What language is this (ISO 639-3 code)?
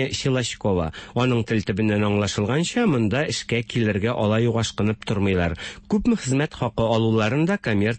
tat